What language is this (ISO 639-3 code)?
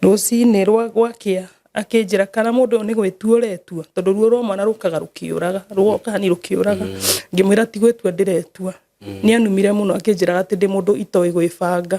kik